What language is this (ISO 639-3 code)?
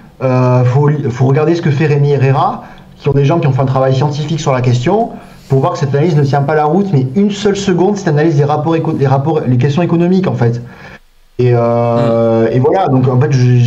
fra